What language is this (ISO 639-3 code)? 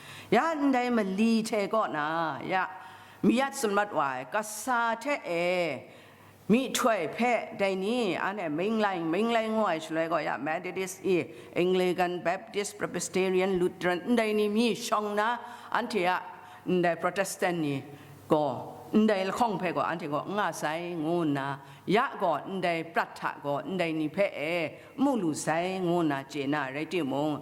kac